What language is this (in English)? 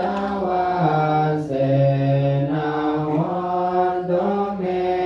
Pali